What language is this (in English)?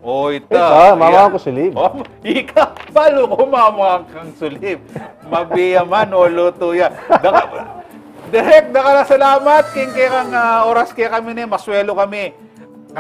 Pampanga